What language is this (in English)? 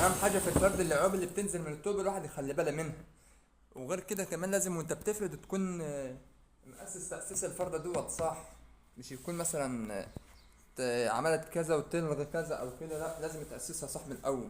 Egyptian Arabic